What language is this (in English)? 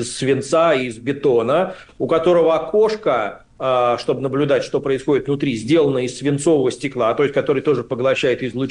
Russian